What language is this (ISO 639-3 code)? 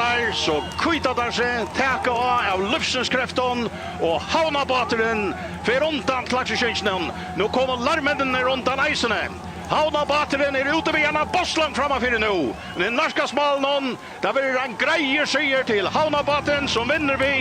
fao